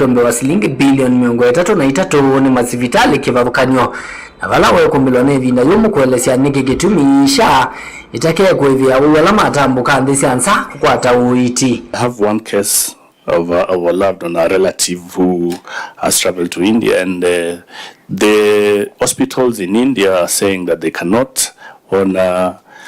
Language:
Kamba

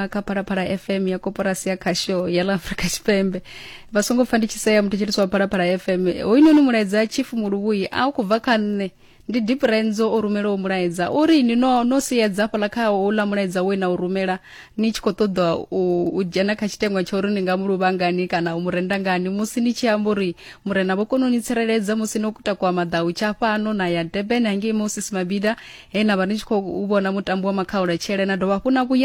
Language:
Venda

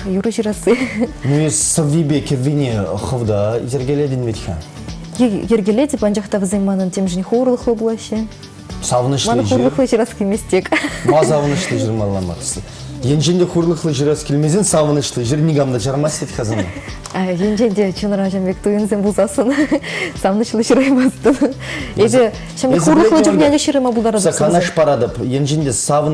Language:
Chuvash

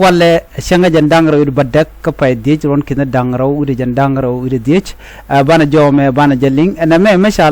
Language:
Nuer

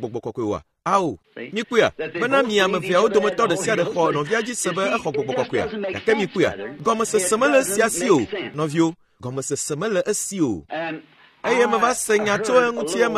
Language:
Ewe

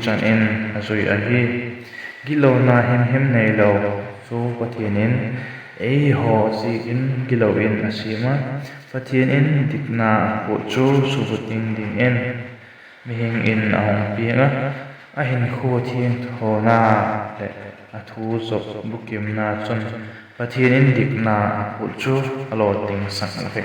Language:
Vaiphei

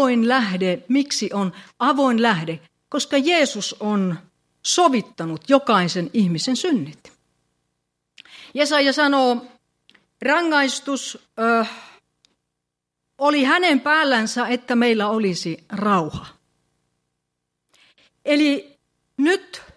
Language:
Finnish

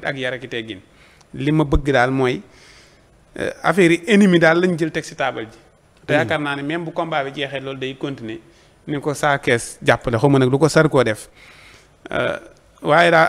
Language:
Wolof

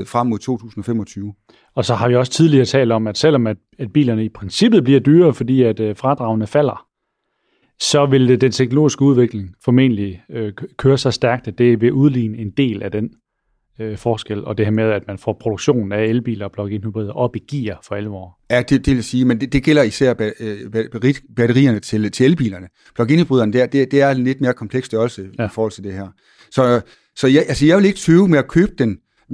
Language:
Danish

